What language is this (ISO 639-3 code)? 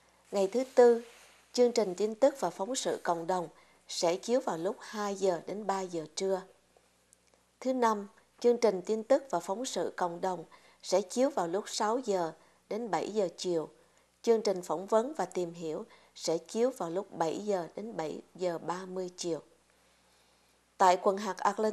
vie